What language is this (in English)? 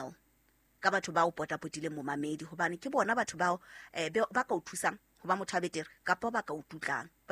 Southern Sotho